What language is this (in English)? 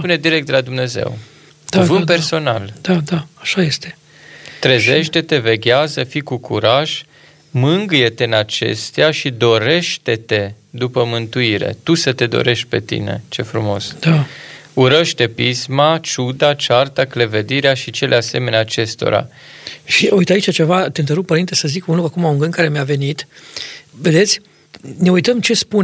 Romanian